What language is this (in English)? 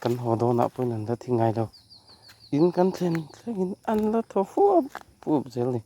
Mizo